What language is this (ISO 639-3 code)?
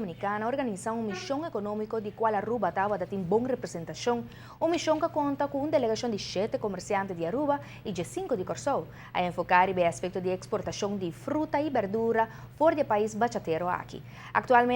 pap